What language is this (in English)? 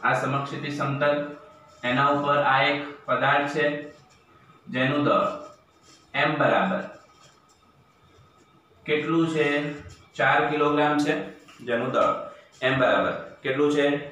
Gujarati